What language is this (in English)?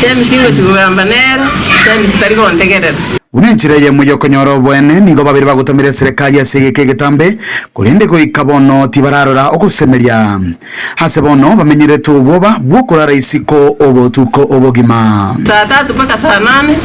Gusii